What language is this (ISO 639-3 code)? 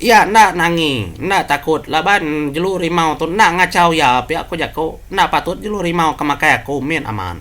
iba